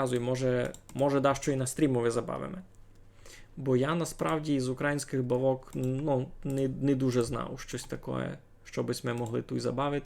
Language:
Rusyn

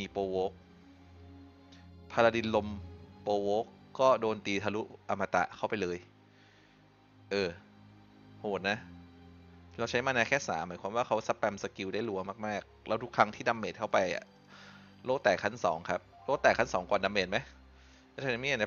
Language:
Thai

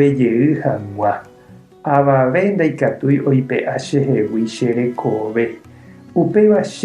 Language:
Guarani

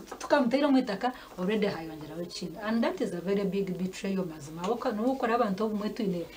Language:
Nyankole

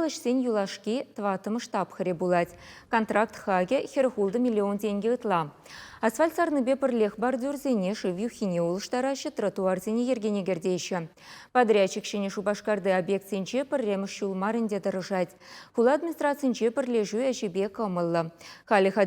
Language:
Chuvash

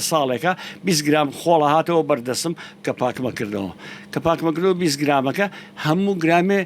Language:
Central Kurdish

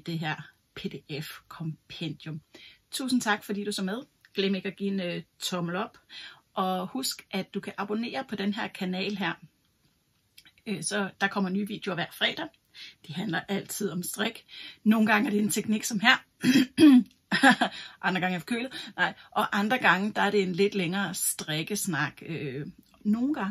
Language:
Danish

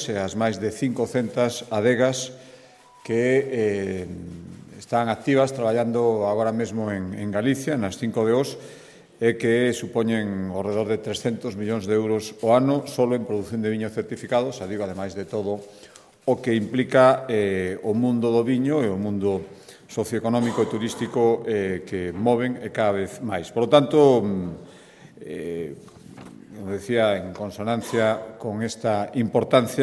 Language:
Galician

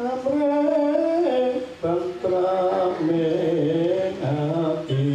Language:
Javanese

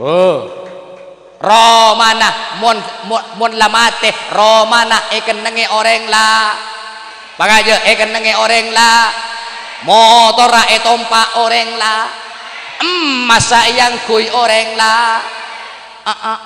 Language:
Madurese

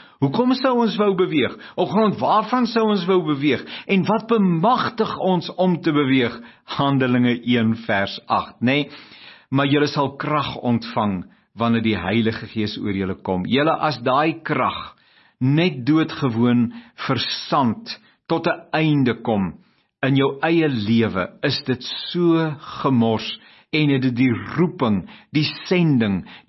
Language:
Afrikaans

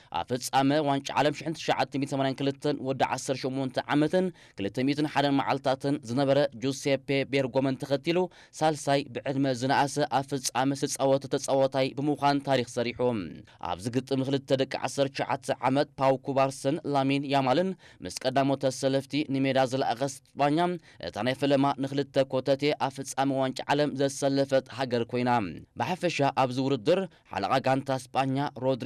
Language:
Tigrinya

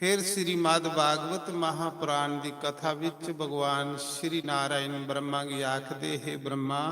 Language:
Dogri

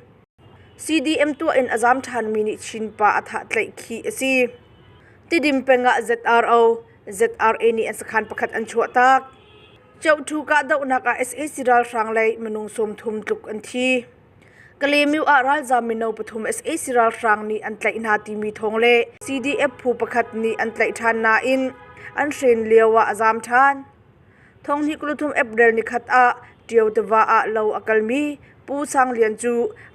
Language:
Hakha Chin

